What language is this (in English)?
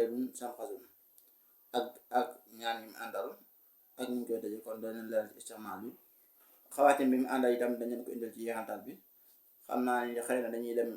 Wolof